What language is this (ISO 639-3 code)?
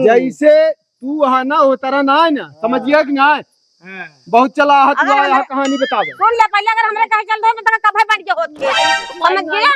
awa